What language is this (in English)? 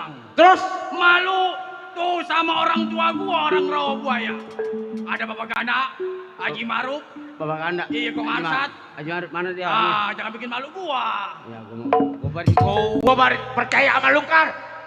Betawi